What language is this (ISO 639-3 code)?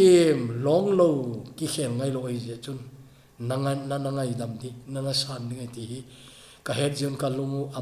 tcz